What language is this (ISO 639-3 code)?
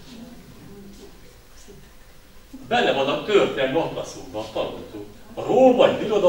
hun